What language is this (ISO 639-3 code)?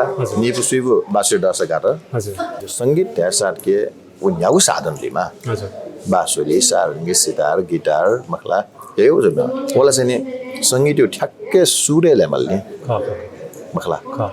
new